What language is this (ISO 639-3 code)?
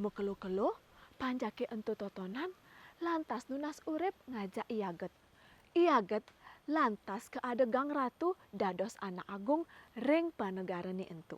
ban